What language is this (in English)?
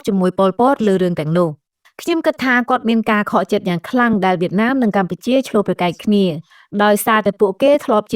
Khmer